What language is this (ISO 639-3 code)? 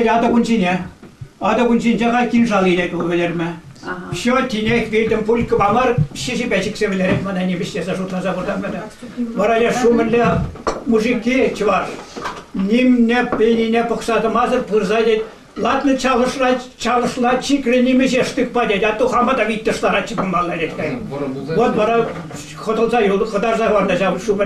chv